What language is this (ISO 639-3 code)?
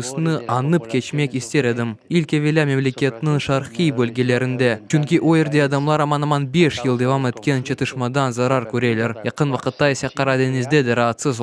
crh